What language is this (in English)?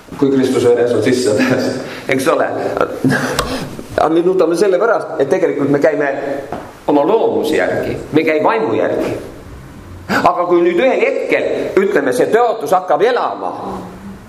Estonian